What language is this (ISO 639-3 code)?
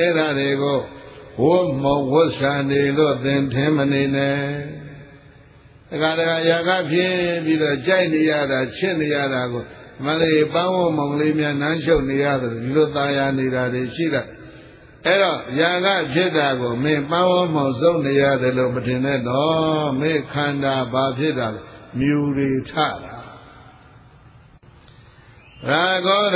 mya